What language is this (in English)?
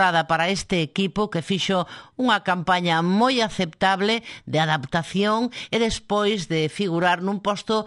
Galician